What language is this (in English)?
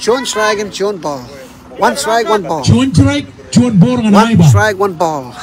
Marshallese